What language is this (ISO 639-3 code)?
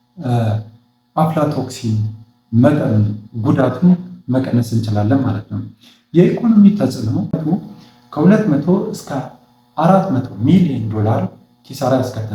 amh